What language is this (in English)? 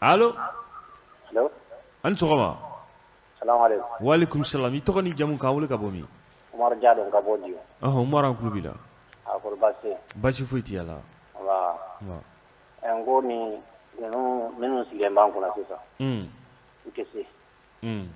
Bambara